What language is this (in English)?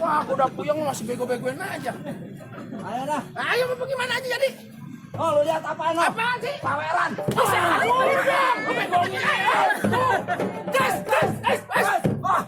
Betawi